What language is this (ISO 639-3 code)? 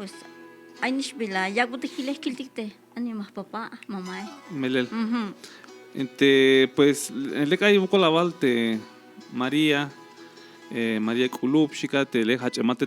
tzh